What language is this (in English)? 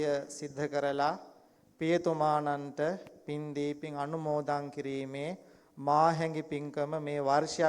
Sinhala